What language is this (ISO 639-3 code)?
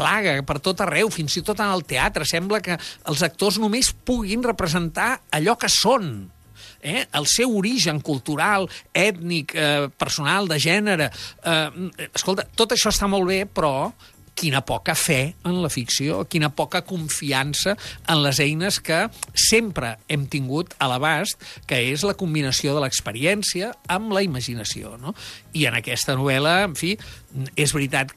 cat